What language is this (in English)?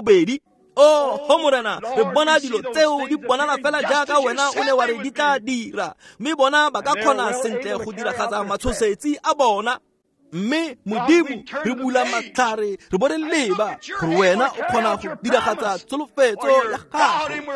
Tswana